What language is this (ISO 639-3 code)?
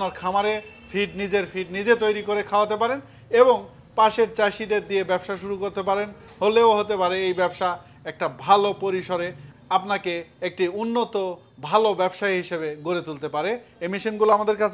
ben